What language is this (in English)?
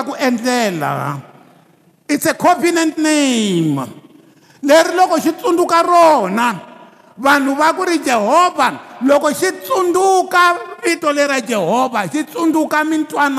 Tsonga